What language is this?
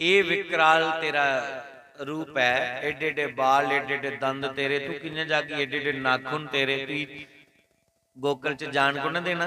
Dogri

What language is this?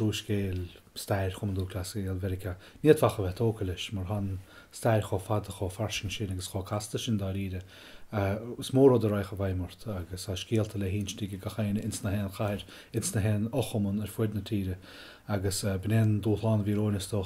Irish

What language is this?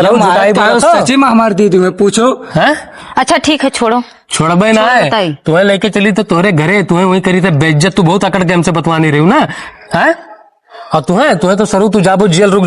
Awadhi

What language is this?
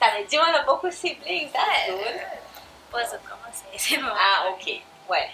Seselwa Creole French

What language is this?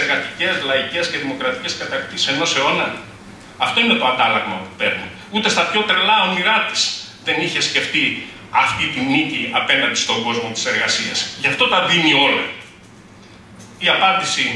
Greek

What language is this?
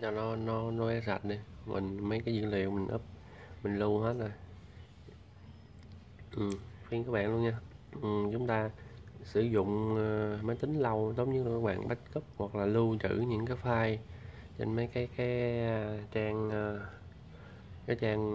Vietnamese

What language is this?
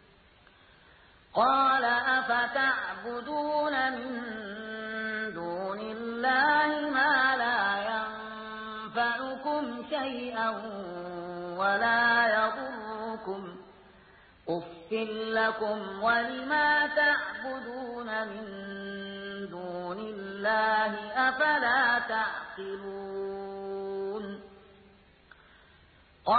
Arabic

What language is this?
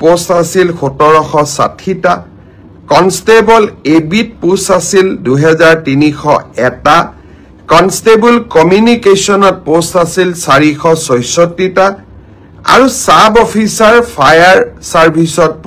Assamese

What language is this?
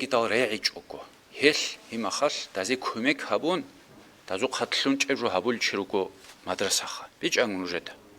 Avaric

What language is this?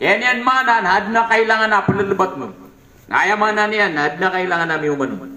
Maranao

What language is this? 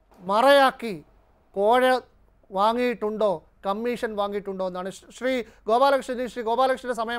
Malayalam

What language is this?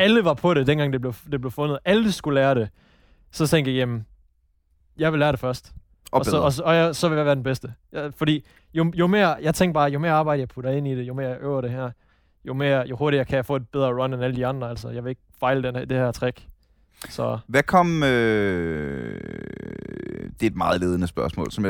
Danish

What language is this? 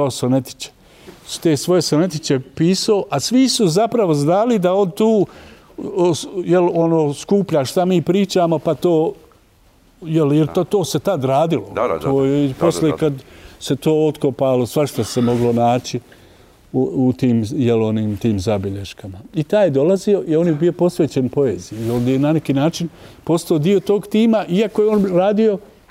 Bosnian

